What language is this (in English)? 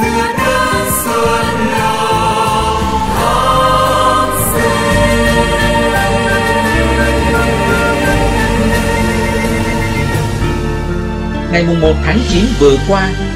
Vietnamese